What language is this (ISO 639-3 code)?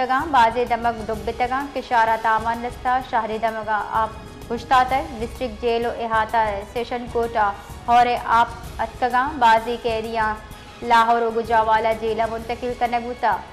bal